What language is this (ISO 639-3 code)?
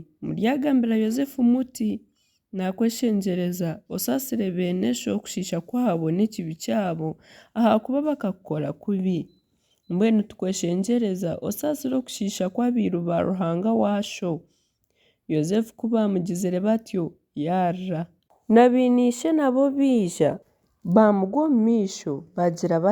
nyn